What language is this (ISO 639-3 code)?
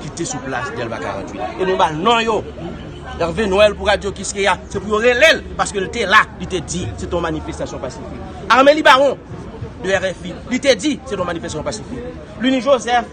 hat